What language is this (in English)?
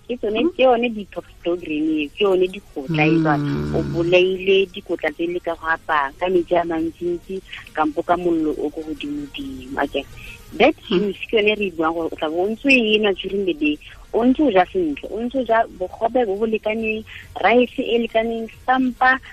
Tswana